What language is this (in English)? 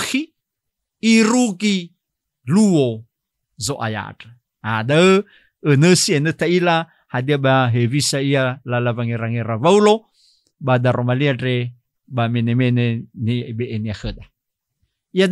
Nias